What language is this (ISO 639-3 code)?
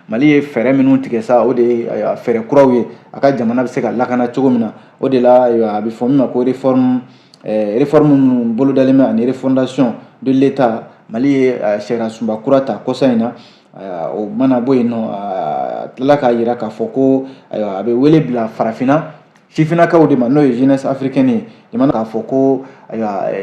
bam